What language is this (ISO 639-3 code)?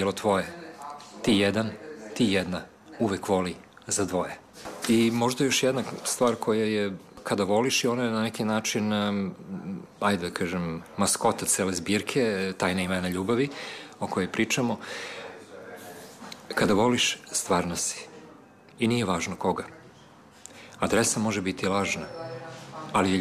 srp